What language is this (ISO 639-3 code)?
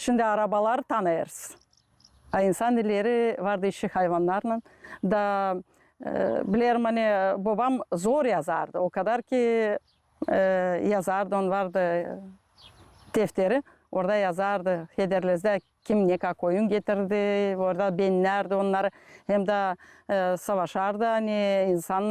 gag